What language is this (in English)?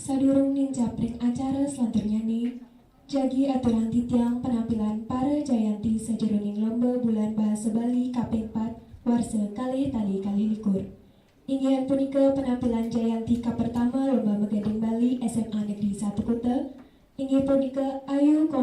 Balinese